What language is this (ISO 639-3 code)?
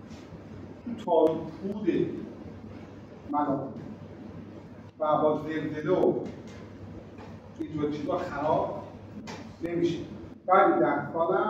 fas